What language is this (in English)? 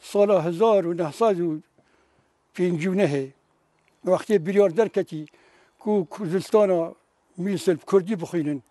Kurdish